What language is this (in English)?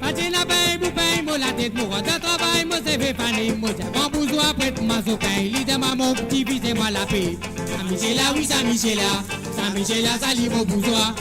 Morisyen